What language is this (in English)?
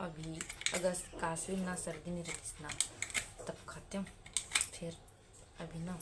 Chhattisgarhi